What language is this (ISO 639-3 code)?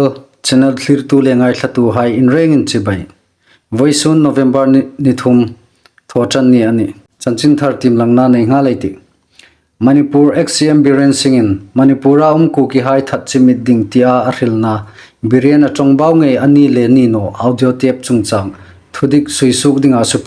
hmr